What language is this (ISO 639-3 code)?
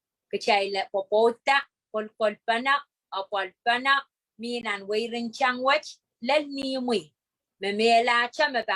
pon